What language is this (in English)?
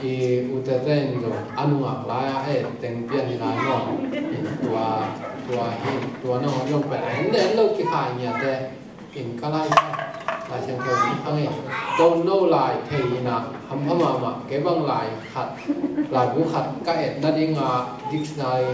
Tedim Chin